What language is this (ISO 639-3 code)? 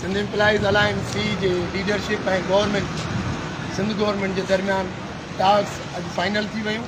snd